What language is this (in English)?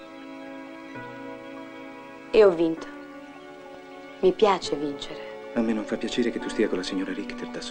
Italian